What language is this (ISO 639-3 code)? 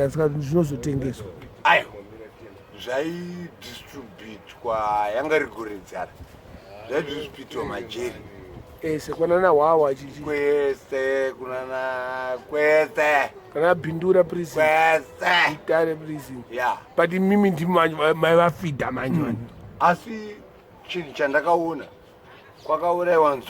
sna